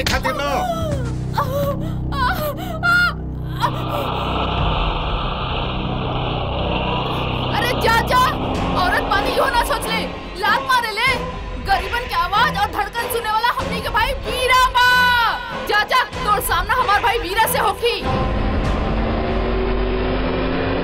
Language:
Bhojpuri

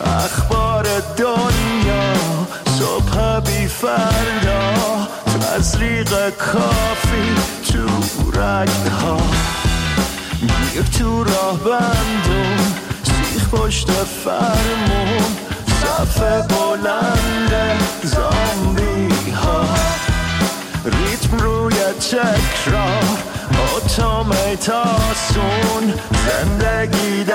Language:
Persian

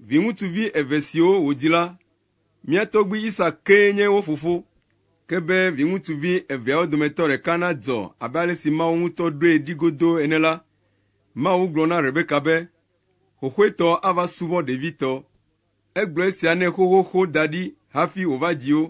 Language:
Ewe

